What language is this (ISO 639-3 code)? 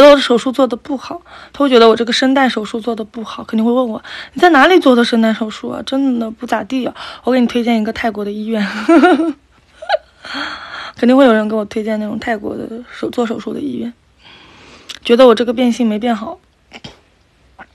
zho